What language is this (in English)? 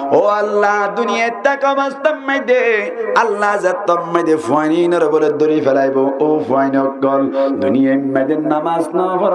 Rohingya